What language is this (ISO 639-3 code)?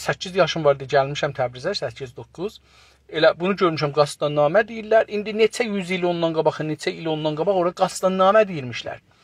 azb